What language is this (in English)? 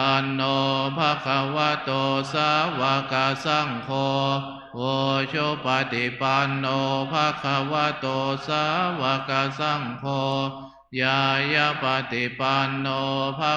Pali